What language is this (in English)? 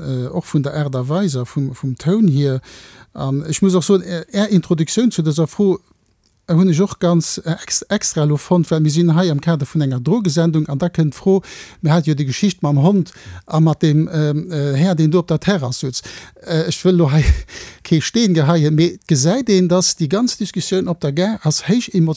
Luxembourgish